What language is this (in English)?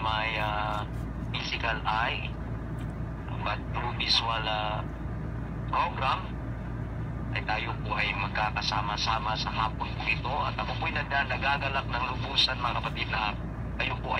Filipino